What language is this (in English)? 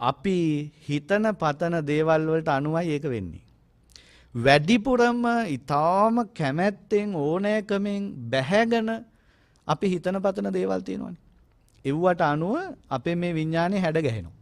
Sinhala